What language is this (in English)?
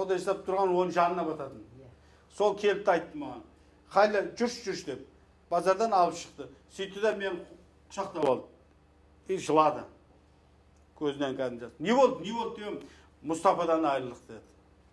Kazakh